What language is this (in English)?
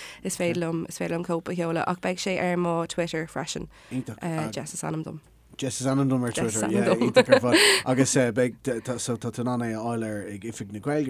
Irish